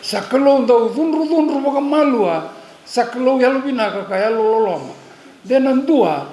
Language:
Fijian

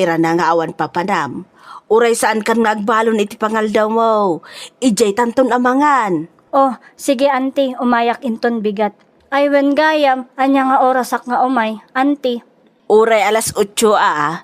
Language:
Iloko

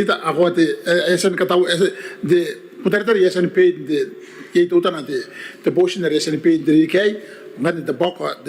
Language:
Gilbertese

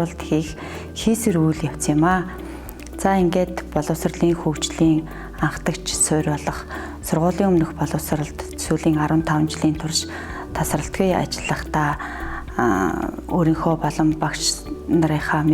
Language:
Mongolian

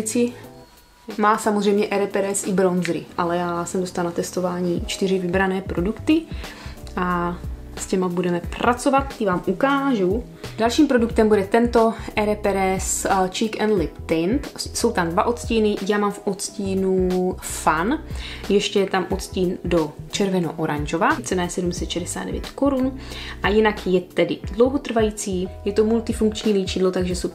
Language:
Czech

